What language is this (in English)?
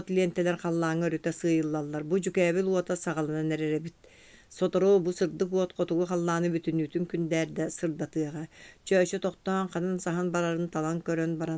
Yakut